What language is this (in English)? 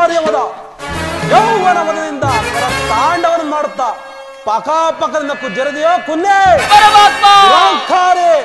Kannada